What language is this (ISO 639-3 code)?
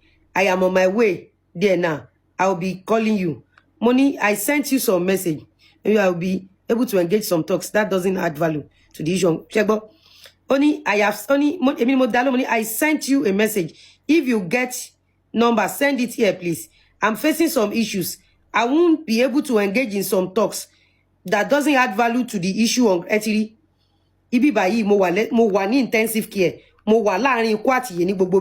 yor